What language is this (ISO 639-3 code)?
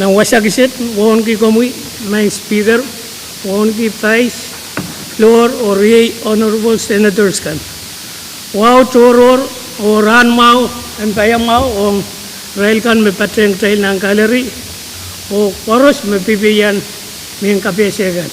pon